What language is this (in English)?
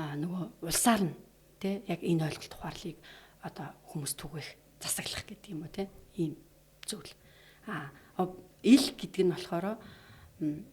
Mongolian